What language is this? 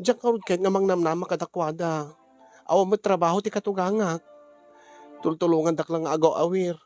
Iloko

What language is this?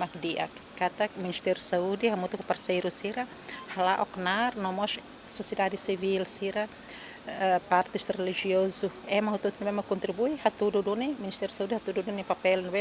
Tetum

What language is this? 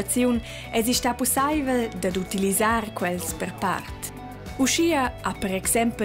Romansh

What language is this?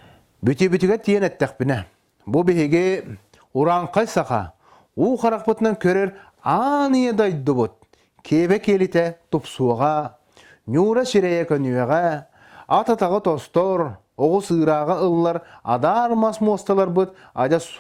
Yakut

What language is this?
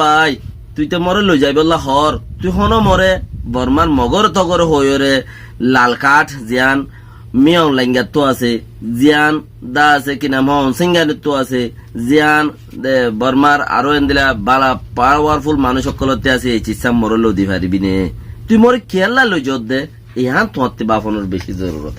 Rohingya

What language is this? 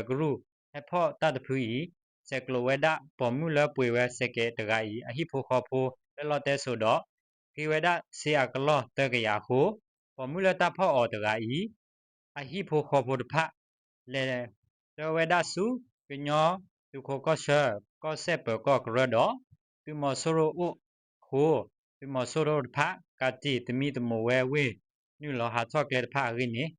S'gaw Karen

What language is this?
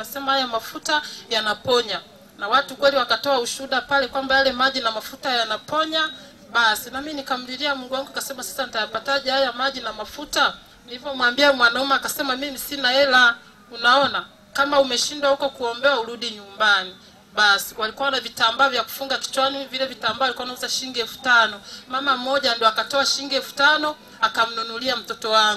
Swahili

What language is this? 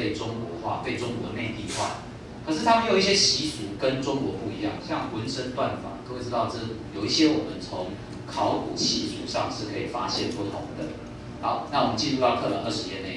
Chinese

